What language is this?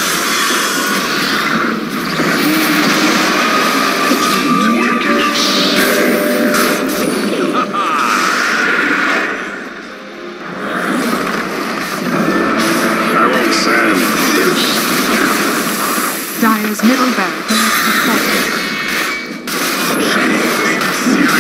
English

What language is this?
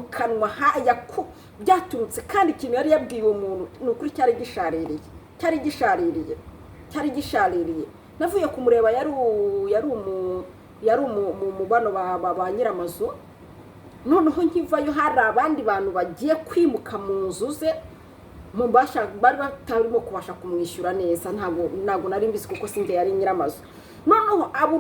Kinyarwanda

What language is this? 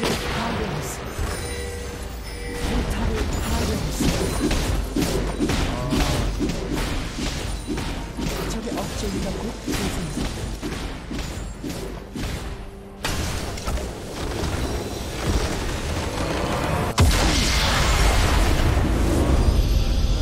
Korean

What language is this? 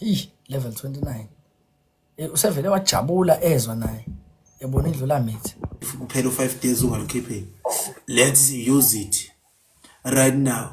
Zulu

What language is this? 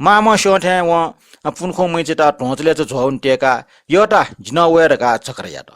Newari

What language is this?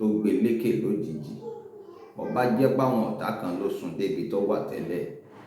Yoruba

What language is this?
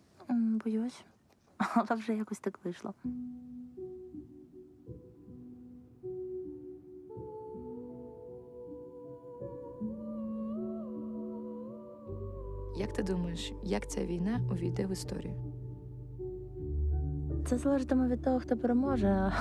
Ukrainian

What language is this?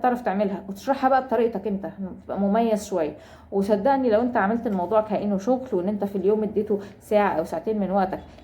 Egyptian Arabic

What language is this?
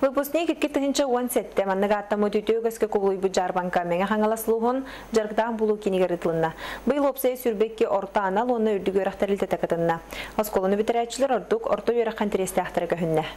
Yakut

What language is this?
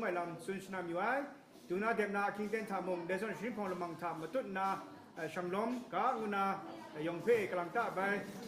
Kachin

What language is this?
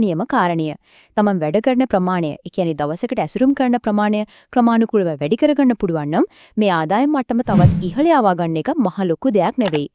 Sinhala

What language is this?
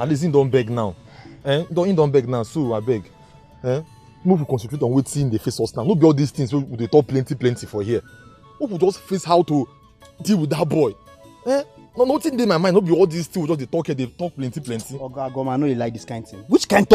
Nigerian Pidgin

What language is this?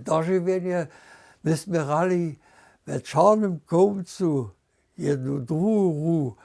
Upper Sorbian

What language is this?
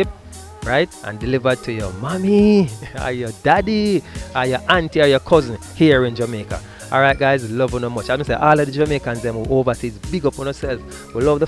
Jamaican Creole English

